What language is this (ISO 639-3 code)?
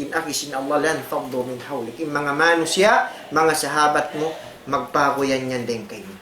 tsg